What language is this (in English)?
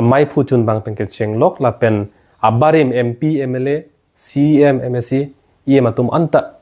Karbi